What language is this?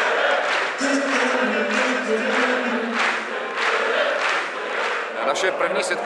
Czech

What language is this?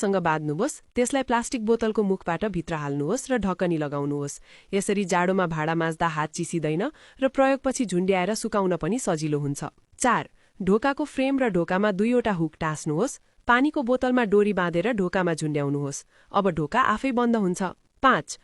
Nepali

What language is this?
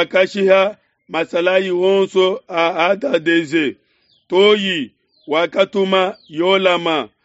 Luba-Lulua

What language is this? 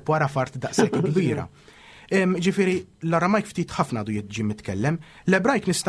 Maltese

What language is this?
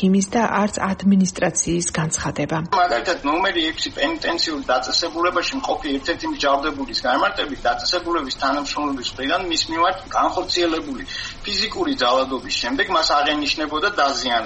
Georgian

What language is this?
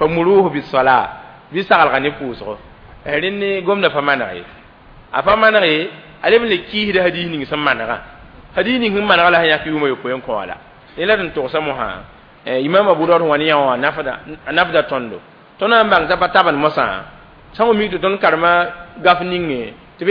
Mossi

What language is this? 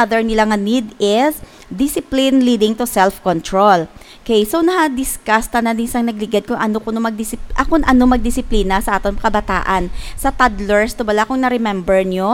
Hiligaynon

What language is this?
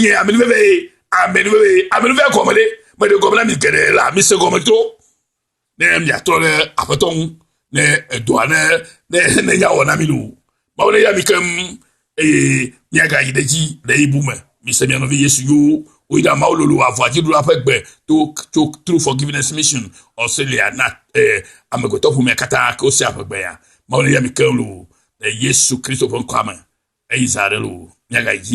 Ewe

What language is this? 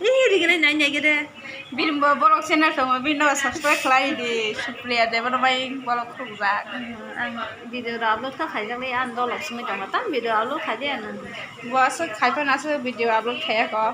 Kok Borok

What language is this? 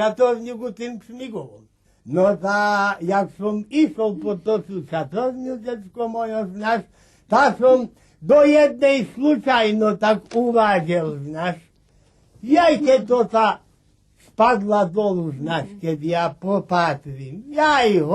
Rusyn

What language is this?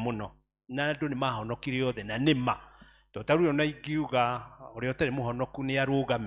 Kikuyu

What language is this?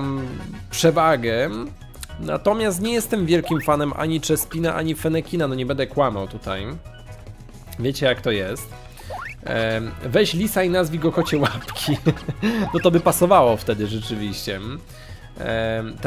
Polish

